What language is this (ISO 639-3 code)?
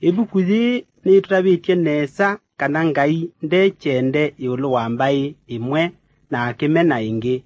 kam